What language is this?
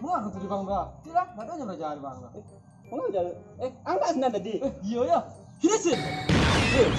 Minangkabau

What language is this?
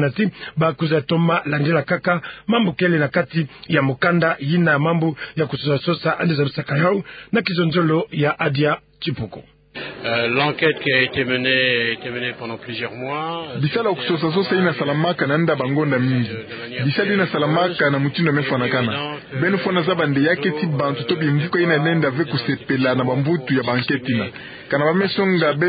Kituba (Democratic Republic of Congo)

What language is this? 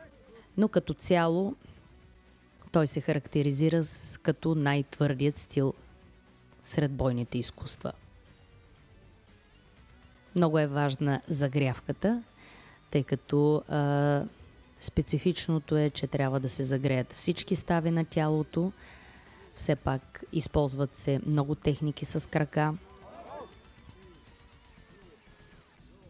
Bulgarian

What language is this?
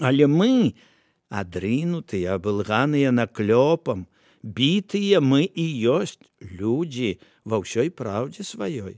Belarusian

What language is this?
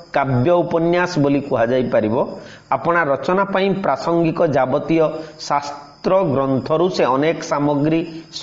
Odia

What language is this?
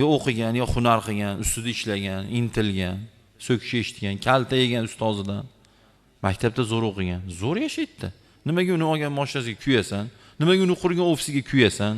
Uzbek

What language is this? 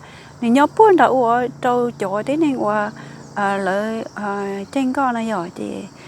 Hmong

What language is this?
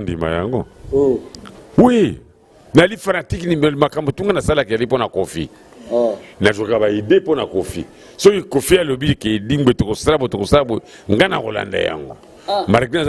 Lingala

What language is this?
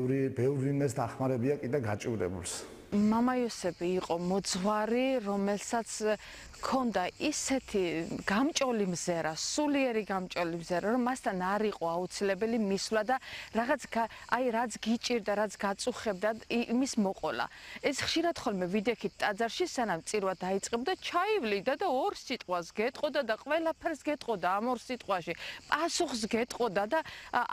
Georgian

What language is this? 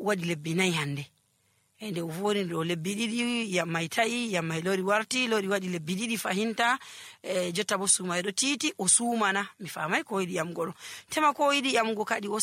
Nigerian Fulfulde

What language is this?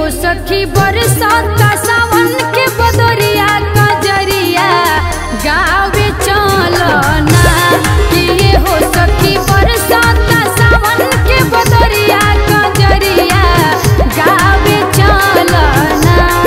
Bhojpuri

